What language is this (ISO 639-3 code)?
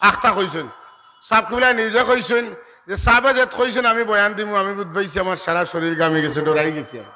syl